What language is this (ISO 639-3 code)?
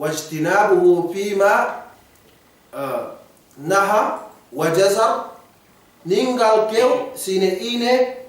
yka